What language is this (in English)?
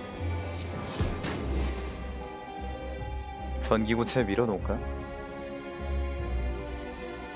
Korean